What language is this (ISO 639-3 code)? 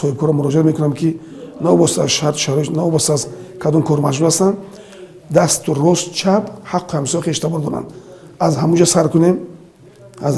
tgk